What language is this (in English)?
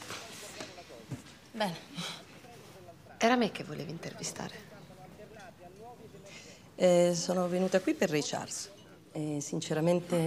Italian